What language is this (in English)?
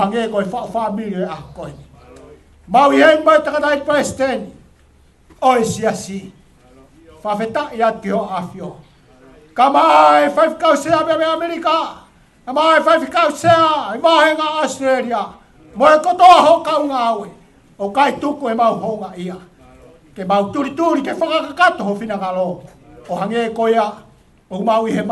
Tongan